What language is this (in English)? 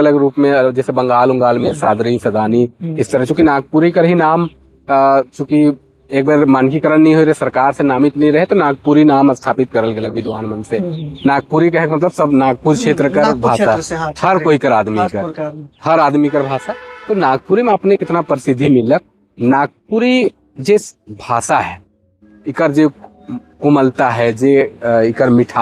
Sadri